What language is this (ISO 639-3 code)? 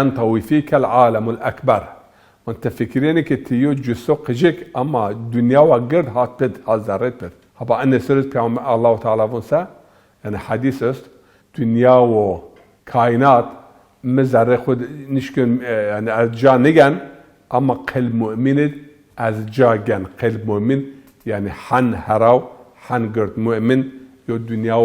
zza